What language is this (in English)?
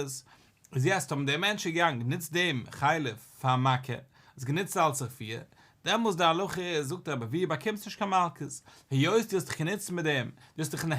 Yiddish